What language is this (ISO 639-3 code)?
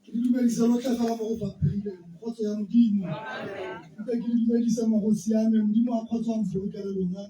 tsn